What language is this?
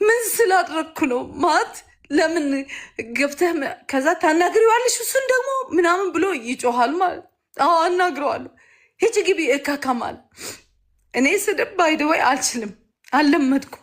Amharic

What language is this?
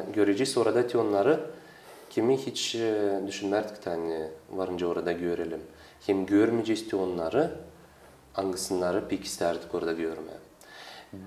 Gagauz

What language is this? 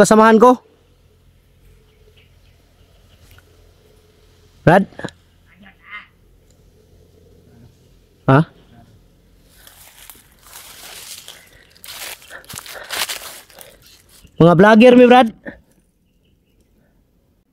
Filipino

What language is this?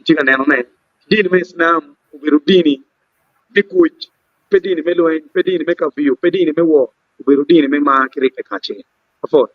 Acoli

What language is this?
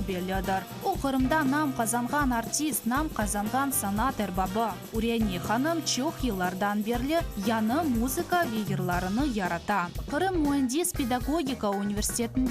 Crimean Tatar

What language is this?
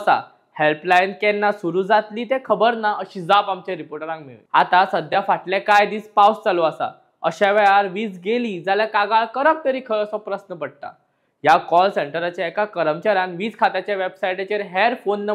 Konkani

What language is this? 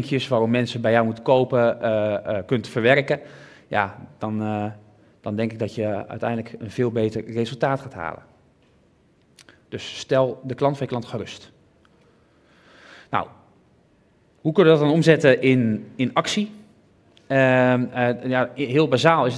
Dutch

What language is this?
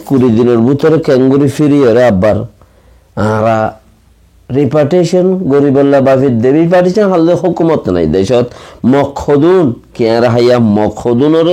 Rohingya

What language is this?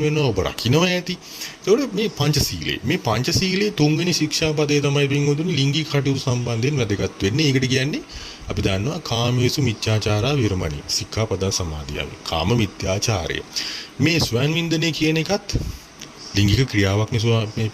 Sinhala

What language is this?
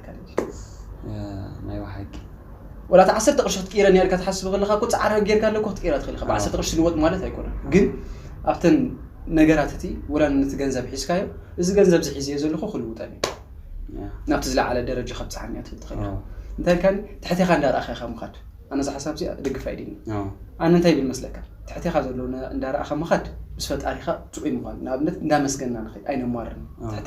Tigrinya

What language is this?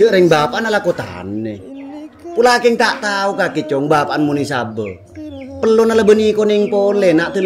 Madurese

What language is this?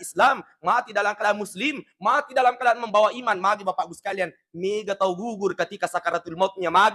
Buginese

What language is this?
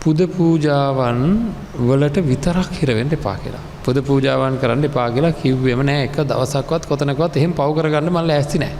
Sinhala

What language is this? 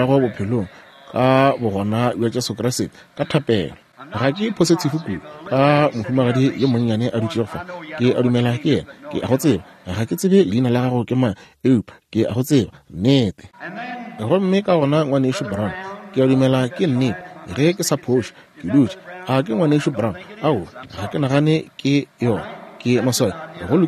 Northern Sotho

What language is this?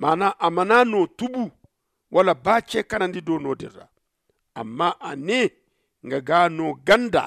Zarma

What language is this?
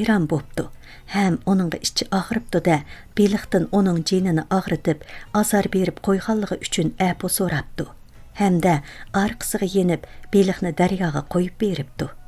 Uyghur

